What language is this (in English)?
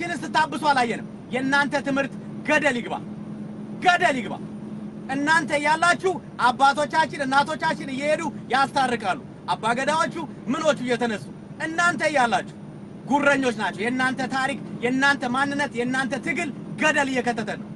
Amharic